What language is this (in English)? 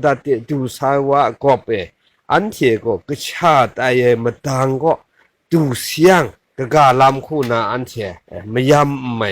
Kachin